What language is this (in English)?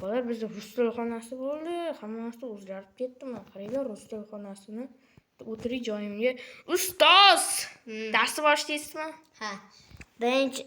Uzbek